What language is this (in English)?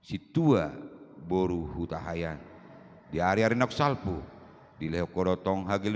Batak Toba